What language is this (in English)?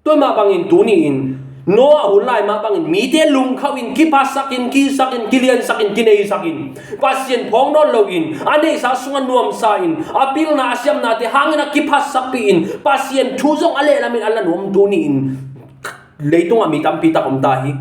Tedim Chin